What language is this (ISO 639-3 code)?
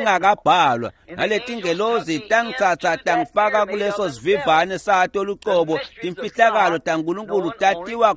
ssw